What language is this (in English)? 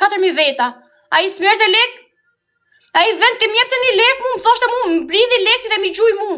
Albanian